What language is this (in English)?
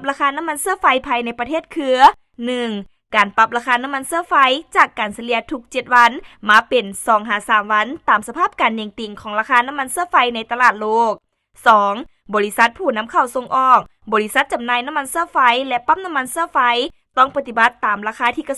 Lao